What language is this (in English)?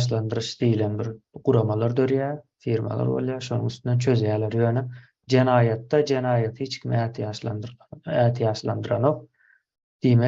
Turkmen